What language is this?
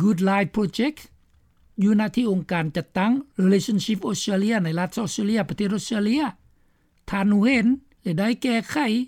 Lao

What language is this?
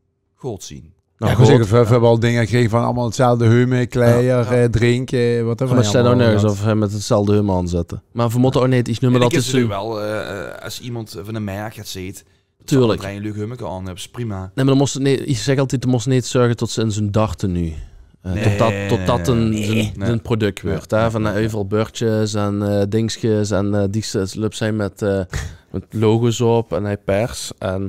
Limburgish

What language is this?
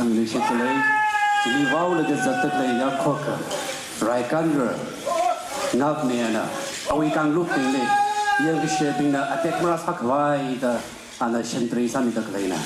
Tangkhul Naga (India)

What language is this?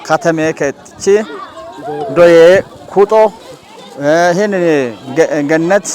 Kafa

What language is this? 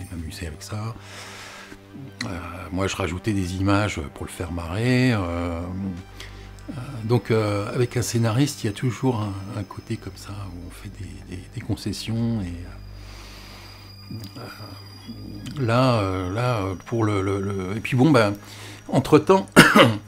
French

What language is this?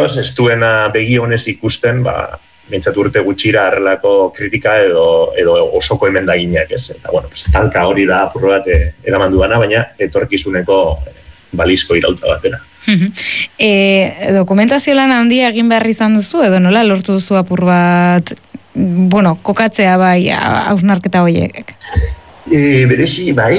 Basque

